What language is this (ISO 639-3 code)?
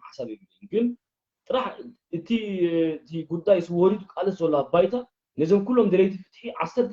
tir